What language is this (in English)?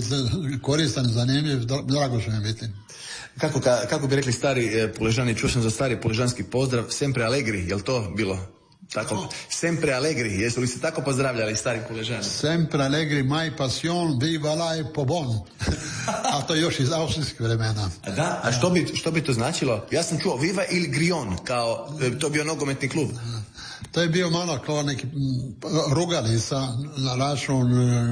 Croatian